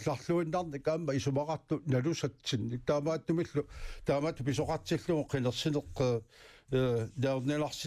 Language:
Kalaallisut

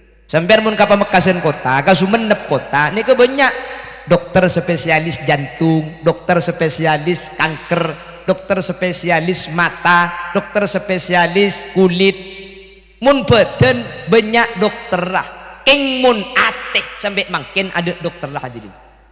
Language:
Madurese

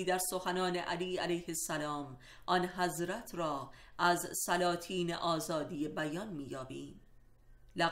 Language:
Persian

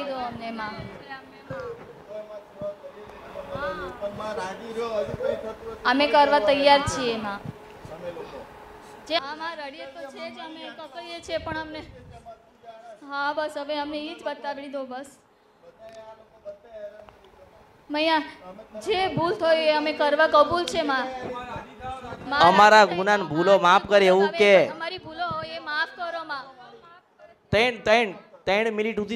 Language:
Gujarati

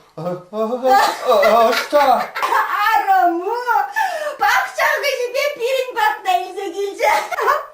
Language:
Chuvash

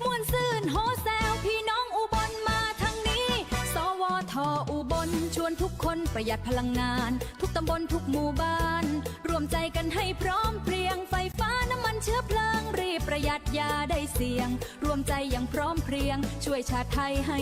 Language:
Northeastern Thai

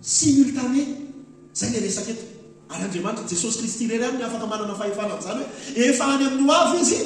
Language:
Malagasy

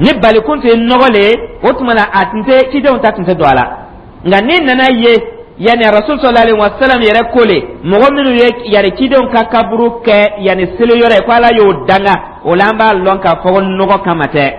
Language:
Dyula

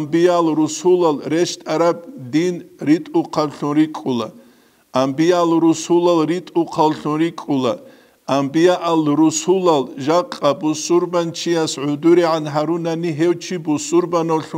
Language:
Avaric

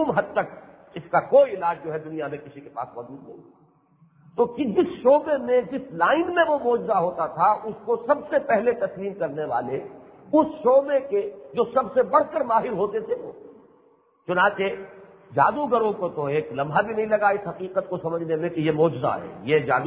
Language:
Urdu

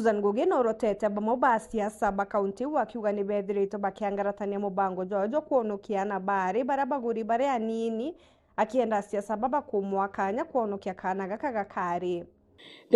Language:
Meru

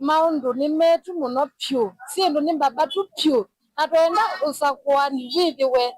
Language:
Kamba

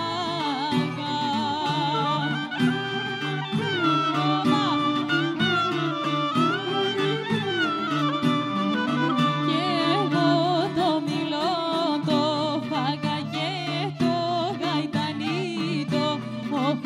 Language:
Greek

